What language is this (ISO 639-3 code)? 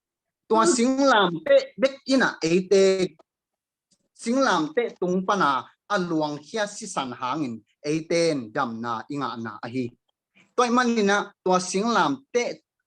ctd